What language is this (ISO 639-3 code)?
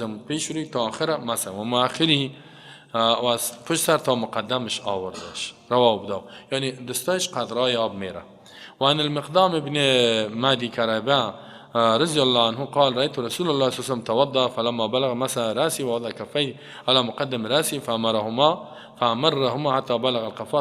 fas